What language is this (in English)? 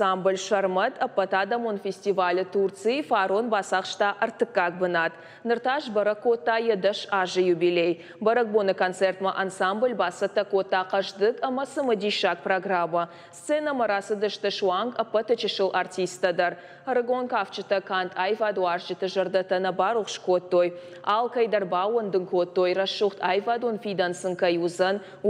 Ossetic